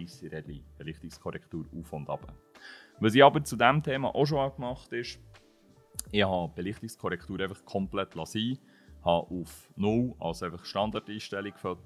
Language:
Swiss German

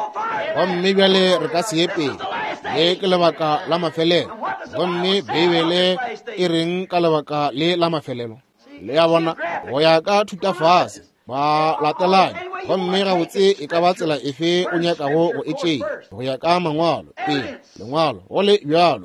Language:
Northern Sotho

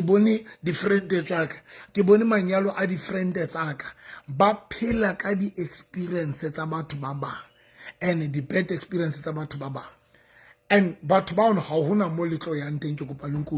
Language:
Southern Sotho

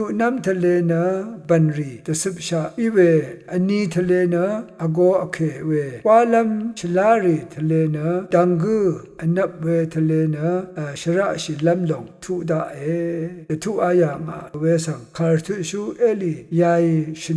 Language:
Rawang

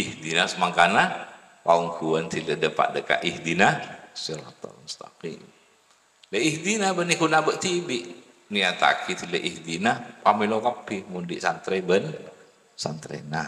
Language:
Madurese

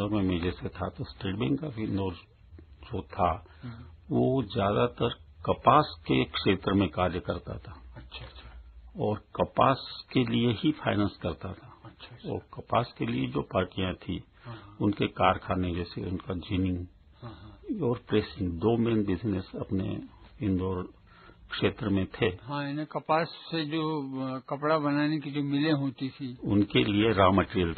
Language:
Hindi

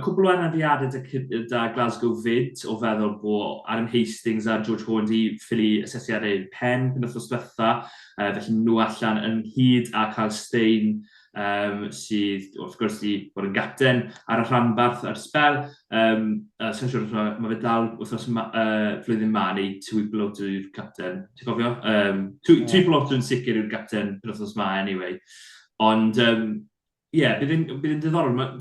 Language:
Welsh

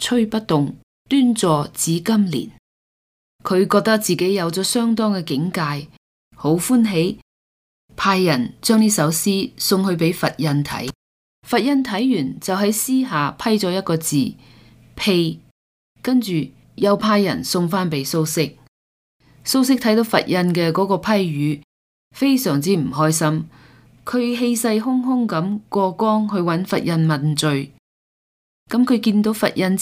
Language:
Cantonese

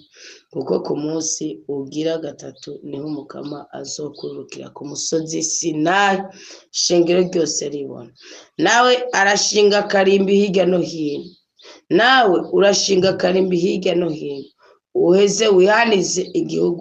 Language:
Rundi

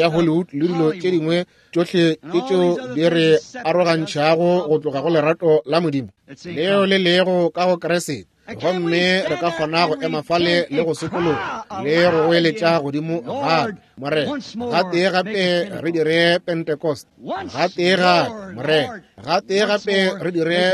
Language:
Northern Sotho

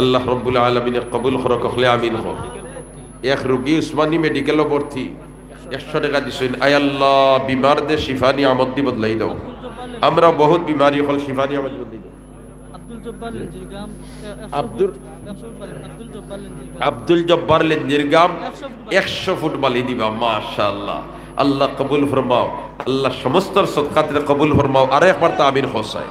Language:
Sylheti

